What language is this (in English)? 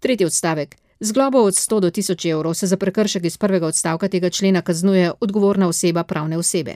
Slovenian